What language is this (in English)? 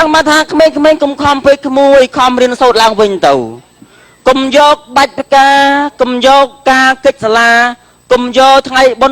Khmer